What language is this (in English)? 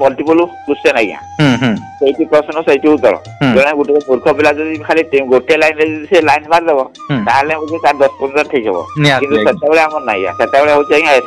Odia